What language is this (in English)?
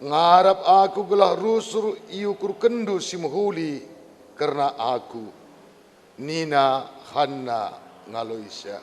Batak Karo